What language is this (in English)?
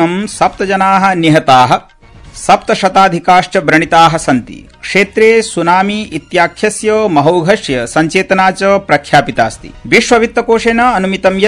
Sanskrit